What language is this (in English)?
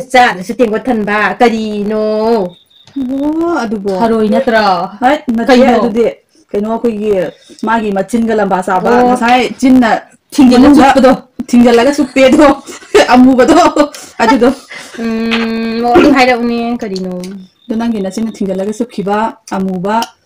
Manipuri